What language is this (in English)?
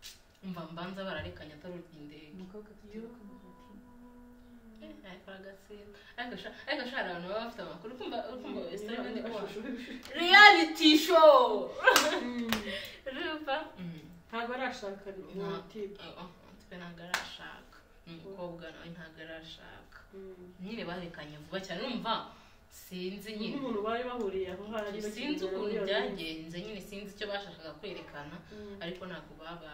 Kinyarwanda